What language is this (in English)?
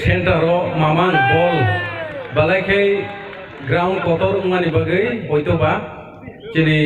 Kok Borok